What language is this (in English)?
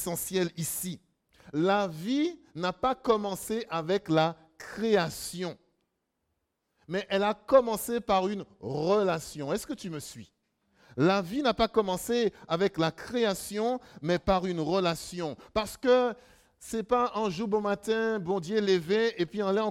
French